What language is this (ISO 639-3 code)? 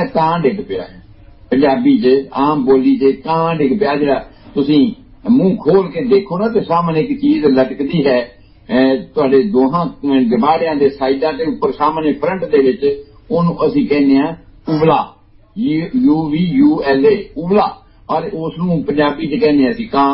pan